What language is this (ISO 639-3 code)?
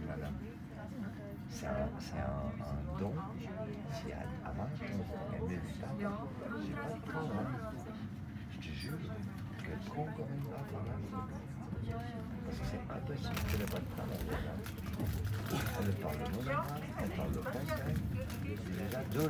fra